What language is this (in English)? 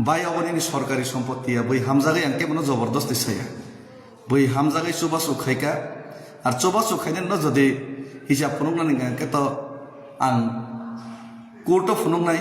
Kok Borok